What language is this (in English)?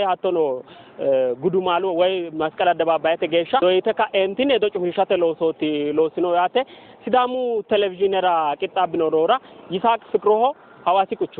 Sidamo